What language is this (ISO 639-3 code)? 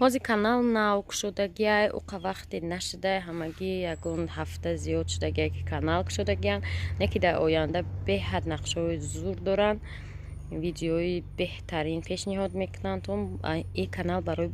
tgk